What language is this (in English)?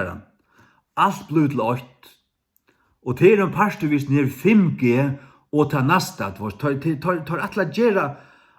Faroese